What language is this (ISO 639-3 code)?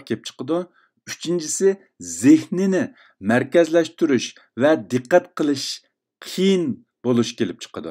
uig